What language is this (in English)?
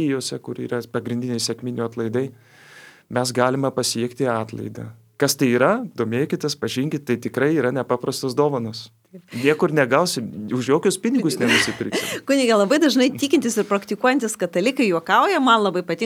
Lithuanian